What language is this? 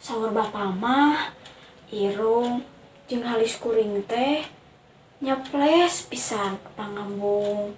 Sundanese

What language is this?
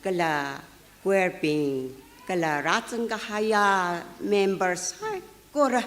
Tangkhul Naga (India)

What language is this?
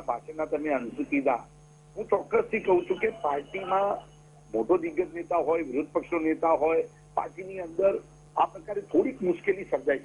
Gujarati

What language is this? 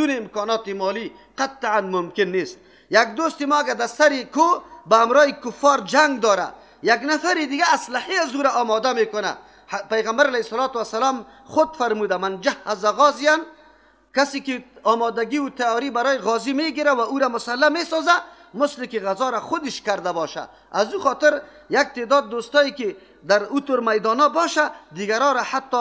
Persian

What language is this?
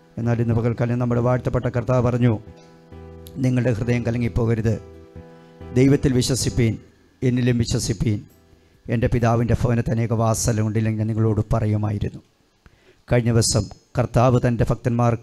Malayalam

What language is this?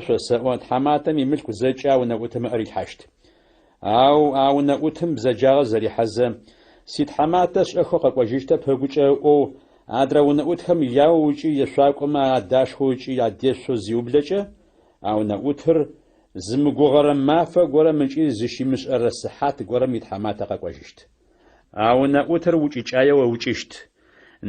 Adyghe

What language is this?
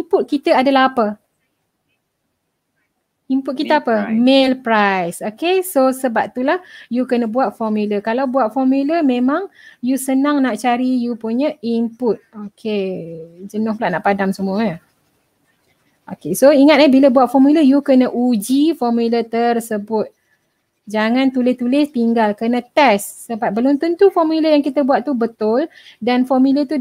Malay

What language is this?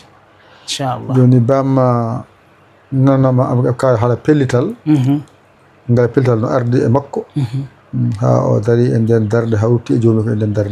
Fula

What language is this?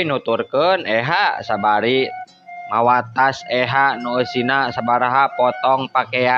Sundanese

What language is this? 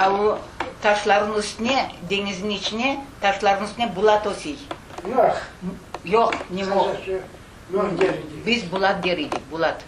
Crimean Tatar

